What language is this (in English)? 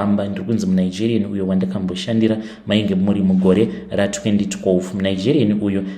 Shona